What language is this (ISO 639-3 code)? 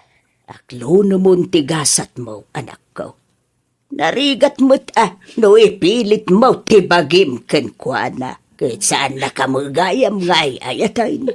ilo